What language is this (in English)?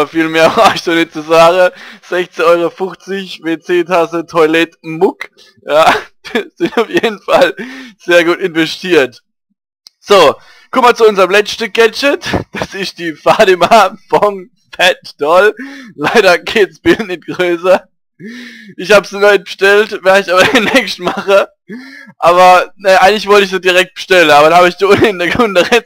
Palatine German